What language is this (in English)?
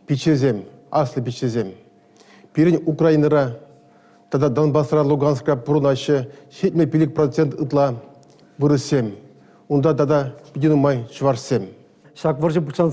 Chuvash